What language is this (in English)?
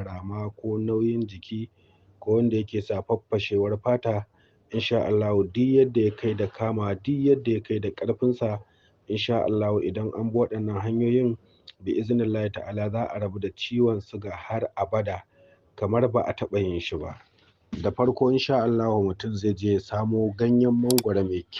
Hausa